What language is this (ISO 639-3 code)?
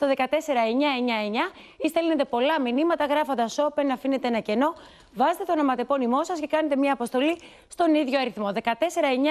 ell